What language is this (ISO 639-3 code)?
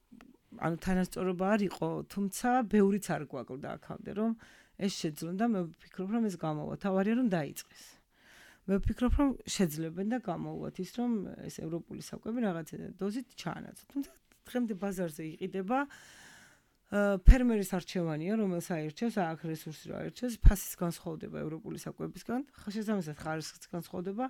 kat